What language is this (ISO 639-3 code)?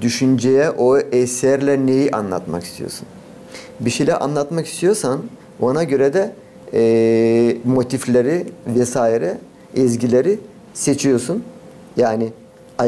gag